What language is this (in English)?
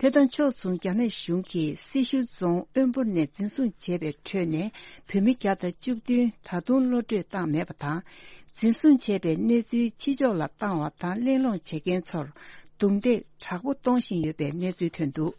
Tibetan